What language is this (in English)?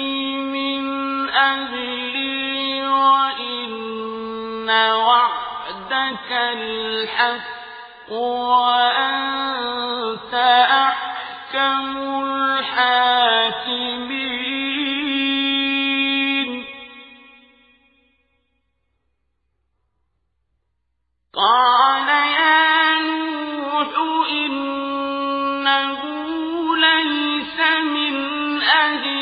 Arabic